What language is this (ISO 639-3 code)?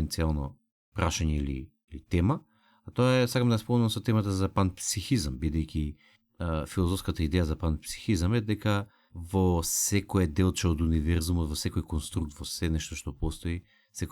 mkd